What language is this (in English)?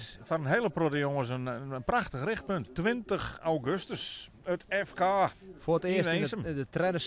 Western Frisian